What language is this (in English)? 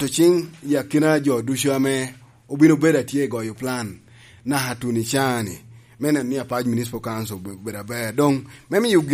Lango (Uganda)